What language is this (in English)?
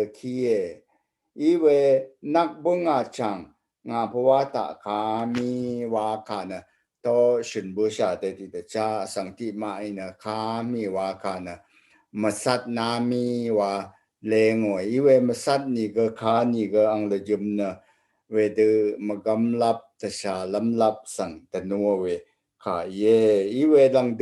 Rawang